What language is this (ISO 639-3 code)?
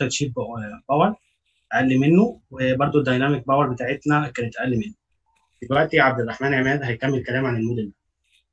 arz